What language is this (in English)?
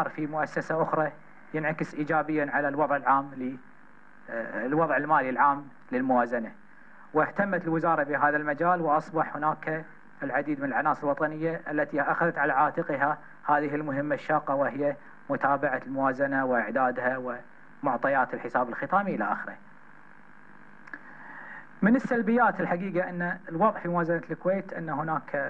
Gulf Arabic